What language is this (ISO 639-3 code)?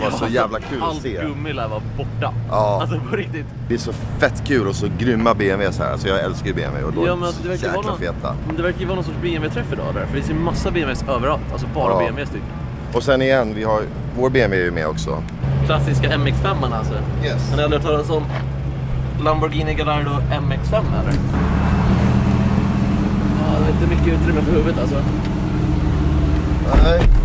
swe